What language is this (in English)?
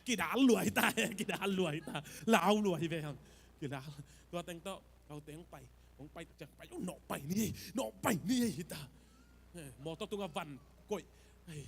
Tedim Chin